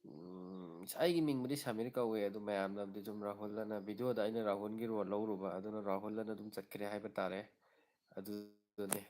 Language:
Manipuri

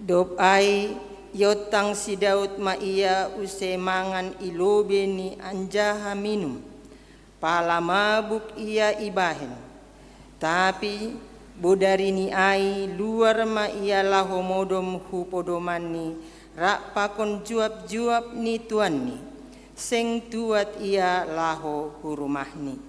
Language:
Batak Simalungun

